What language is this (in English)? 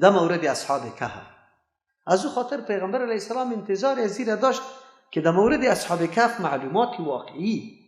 Persian